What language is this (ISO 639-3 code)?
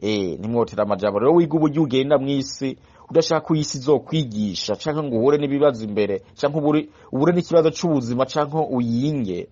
run